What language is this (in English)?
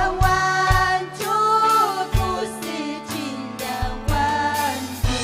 Ayacucho Quechua